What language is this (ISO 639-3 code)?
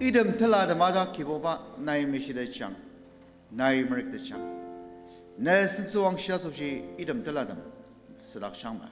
njo